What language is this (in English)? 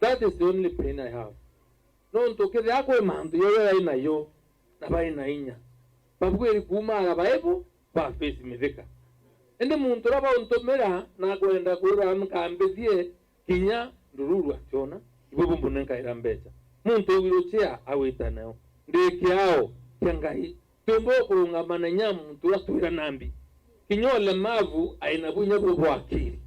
Meru